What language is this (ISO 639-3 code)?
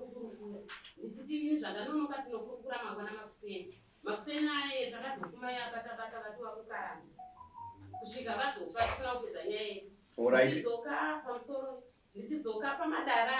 sna